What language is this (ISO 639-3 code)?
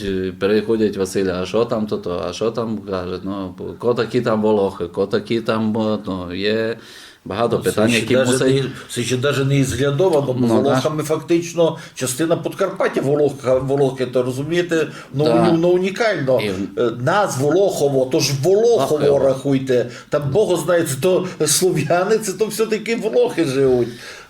rue